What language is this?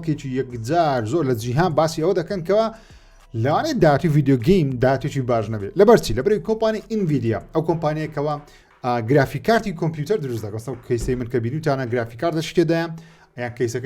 Central Kurdish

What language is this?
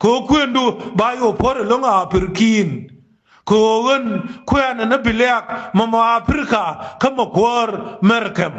Nuer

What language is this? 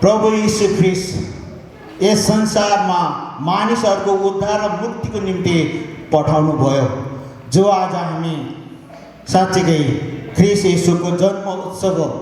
Nepali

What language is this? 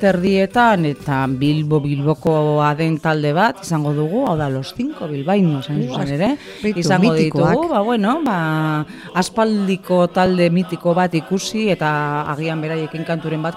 Basque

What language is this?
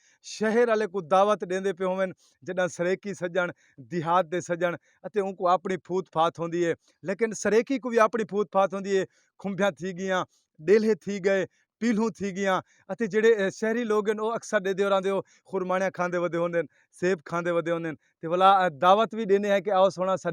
Saraiki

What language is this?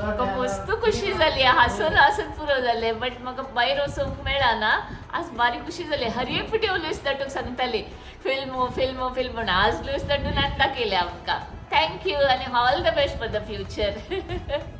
Konkani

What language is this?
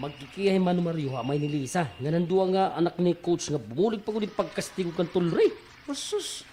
Waray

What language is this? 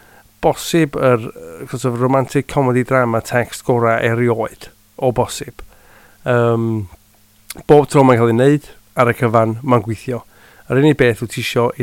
Welsh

